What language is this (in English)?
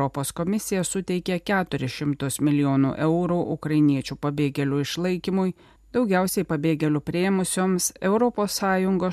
Lithuanian